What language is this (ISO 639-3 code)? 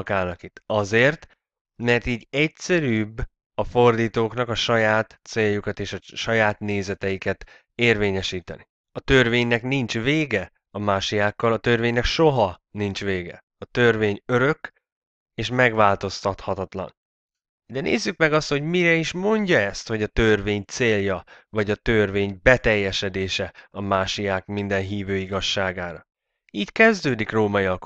hun